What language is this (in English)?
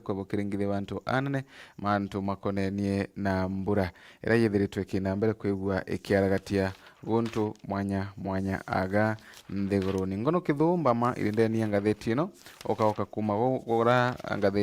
Meru